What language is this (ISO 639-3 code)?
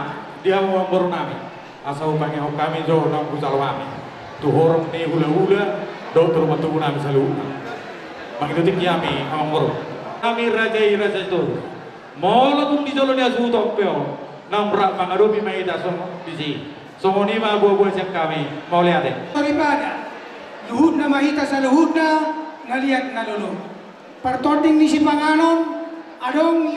bbc